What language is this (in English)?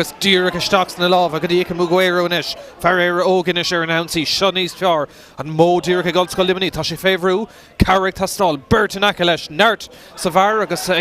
Irish